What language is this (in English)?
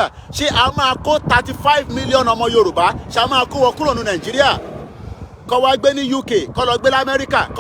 Yoruba